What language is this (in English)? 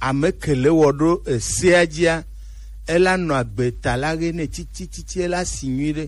Gen